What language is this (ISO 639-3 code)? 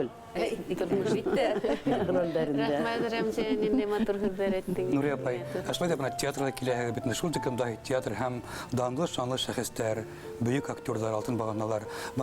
bak